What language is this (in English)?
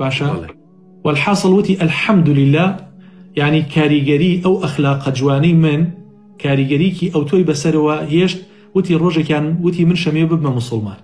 Central Kurdish